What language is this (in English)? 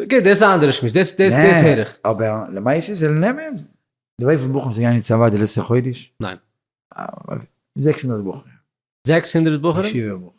Yiddish